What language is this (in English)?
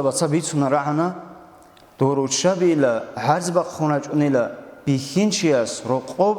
Avaric